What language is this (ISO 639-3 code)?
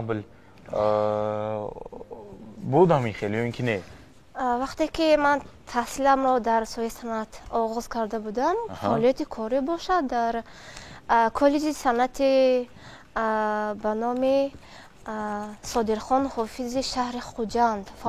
tgk